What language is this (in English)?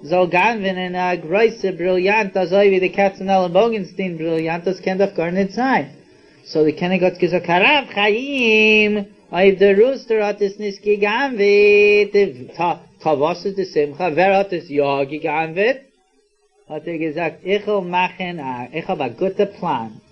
Yiddish